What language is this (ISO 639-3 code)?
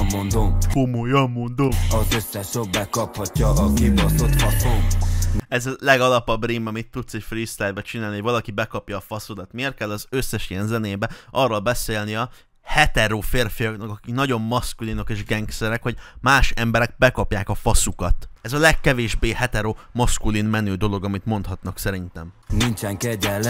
hun